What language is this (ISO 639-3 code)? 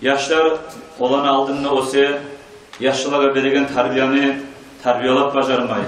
kum